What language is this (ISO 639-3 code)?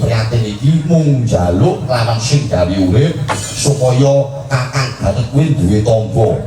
jav